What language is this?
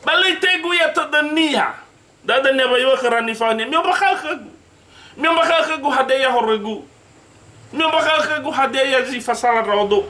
Nias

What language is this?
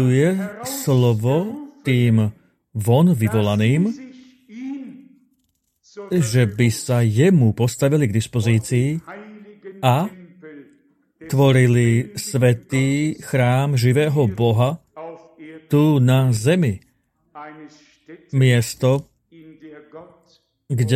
Slovak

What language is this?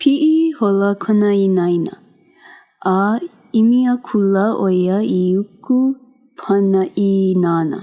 Hawaiian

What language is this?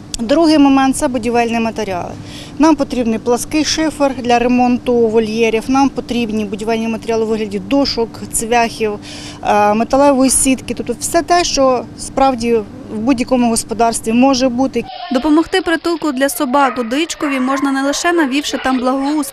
Ukrainian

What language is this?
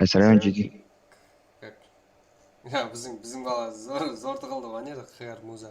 Kara-Kalpak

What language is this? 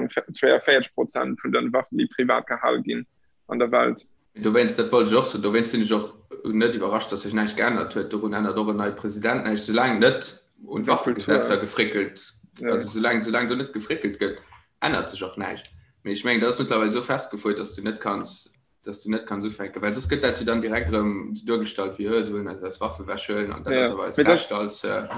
Luxembourgish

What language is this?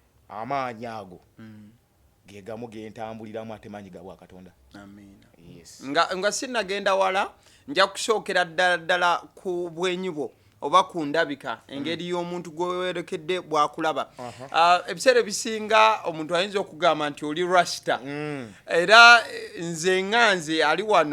Ganda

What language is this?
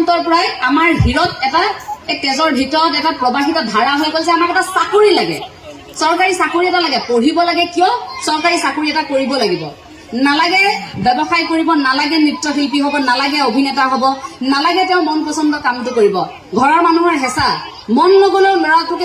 Assamese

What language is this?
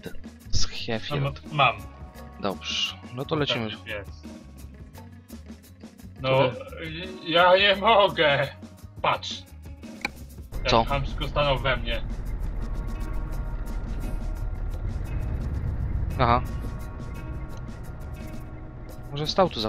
Polish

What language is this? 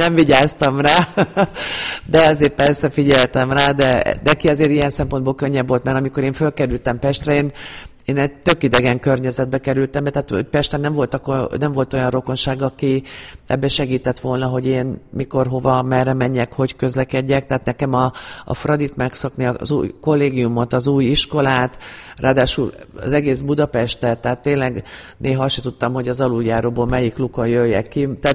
Hungarian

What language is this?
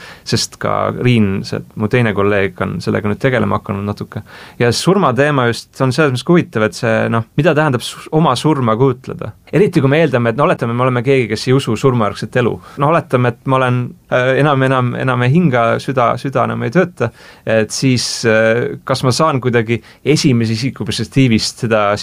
Estonian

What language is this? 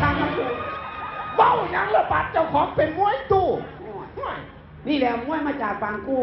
Northeastern Thai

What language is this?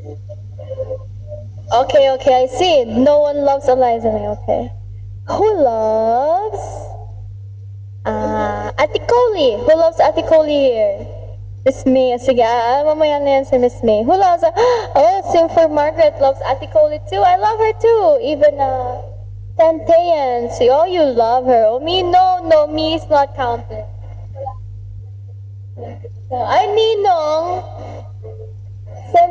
Filipino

